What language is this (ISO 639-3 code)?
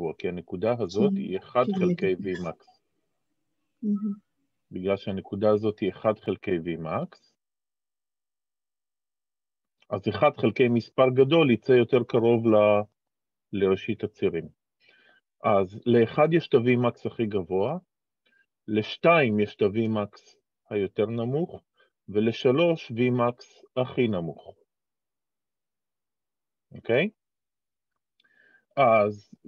heb